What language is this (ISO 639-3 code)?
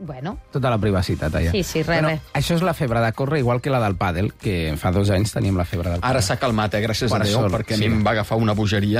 cat